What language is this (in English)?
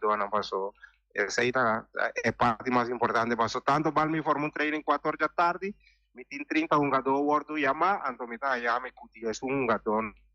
Papiamento